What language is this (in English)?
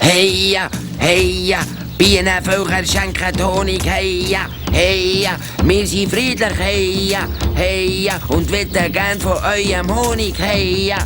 Swiss German